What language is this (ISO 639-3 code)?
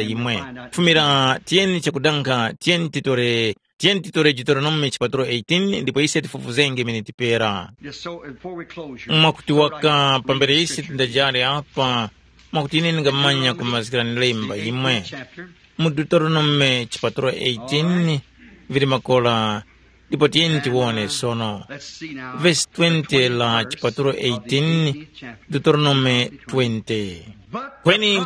tum